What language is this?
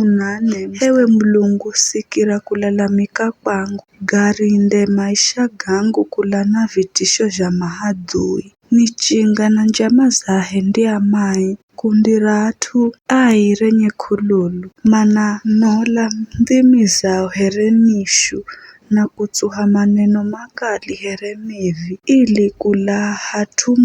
Giryama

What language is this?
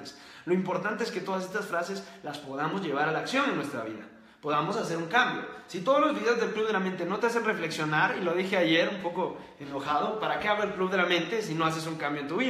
Spanish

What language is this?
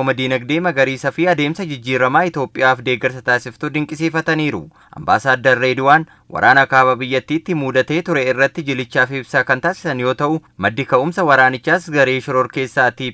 Oromo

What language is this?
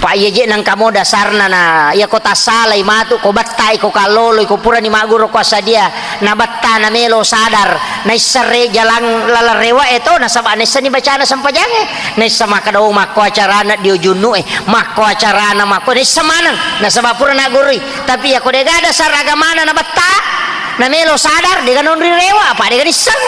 Buginese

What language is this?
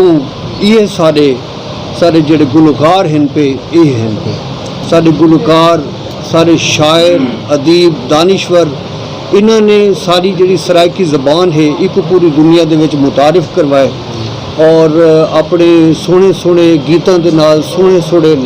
Saraiki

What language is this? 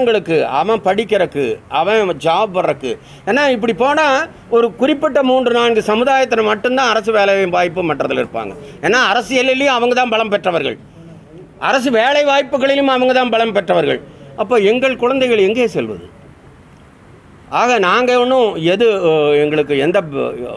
Tamil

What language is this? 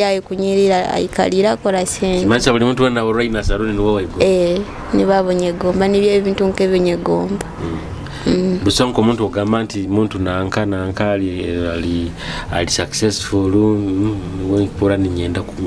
Nyoro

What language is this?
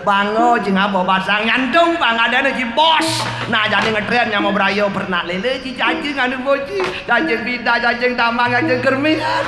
Balinese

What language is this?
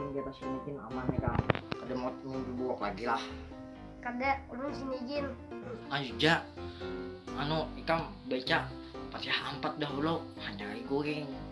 Banjar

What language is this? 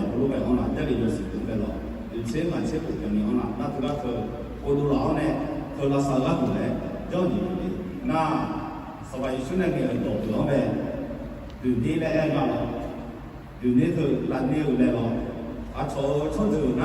Akha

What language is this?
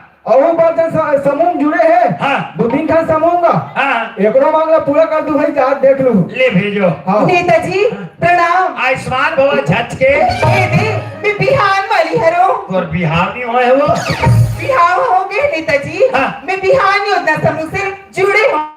Chhattisgarhi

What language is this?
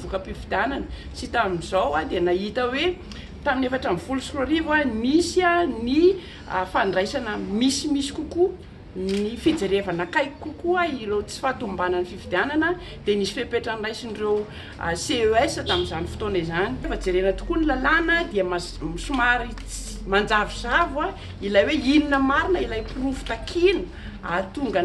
Malagasy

